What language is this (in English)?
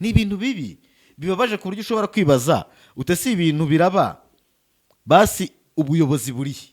Kinyarwanda